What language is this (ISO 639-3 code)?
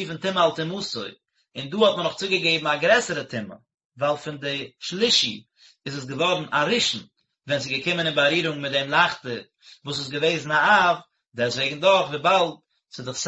yid